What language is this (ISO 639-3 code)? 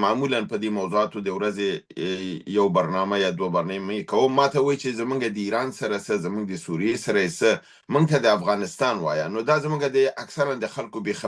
pus